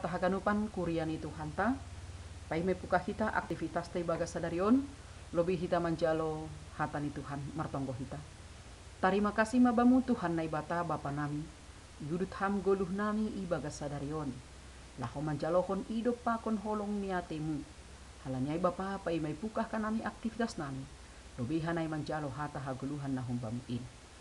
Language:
Batak Simalungun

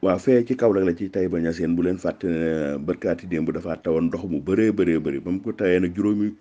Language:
Wolof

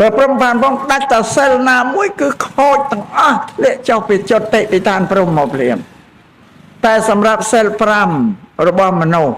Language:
Khmer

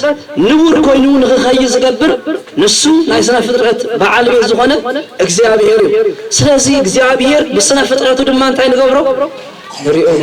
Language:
Tigrinya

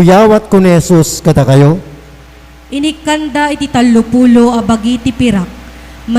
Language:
Iloko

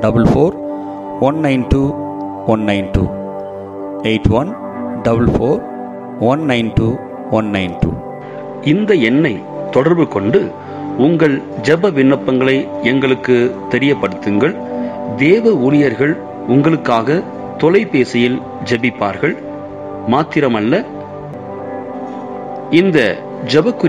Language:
Tamil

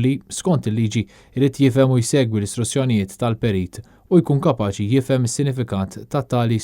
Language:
Maltese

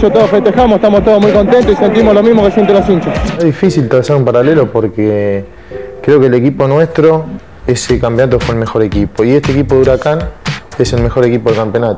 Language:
Spanish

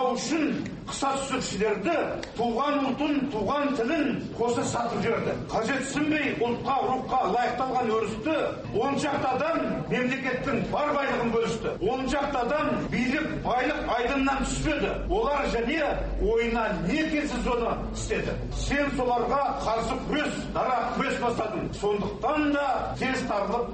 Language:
Kazakh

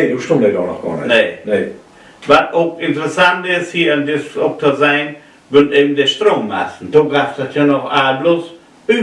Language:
Low German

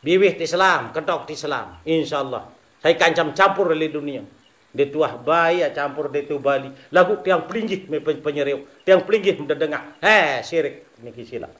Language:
Sasak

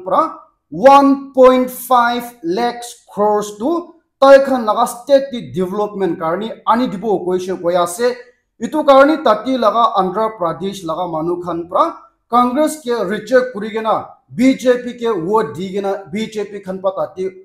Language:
Naga Pidgin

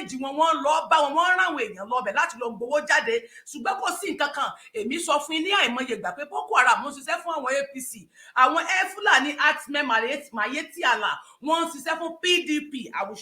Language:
Yoruba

